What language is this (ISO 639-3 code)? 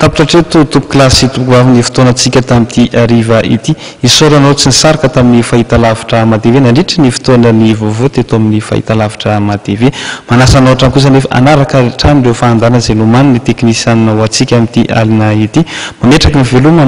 mlg